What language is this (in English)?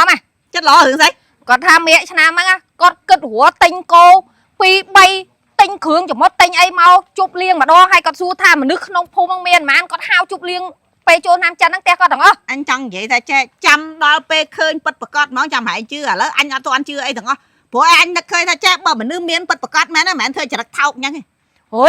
Khmer